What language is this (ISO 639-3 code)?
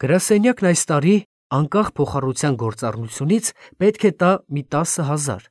hye